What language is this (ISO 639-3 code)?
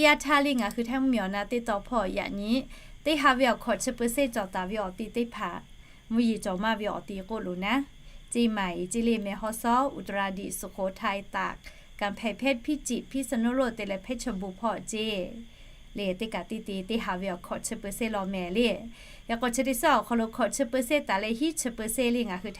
lhu